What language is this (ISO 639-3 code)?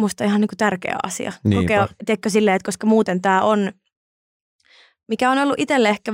fin